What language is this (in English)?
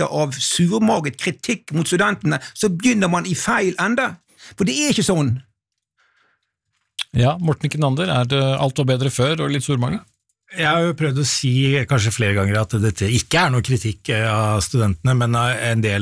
Norwegian